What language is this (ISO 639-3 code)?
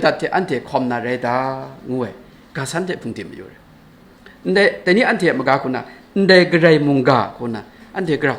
kac